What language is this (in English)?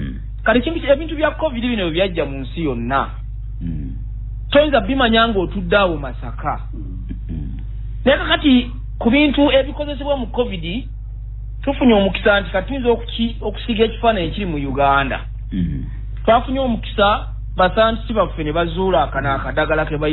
Ganda